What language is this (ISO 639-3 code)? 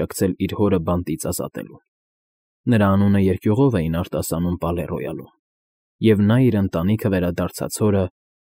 hye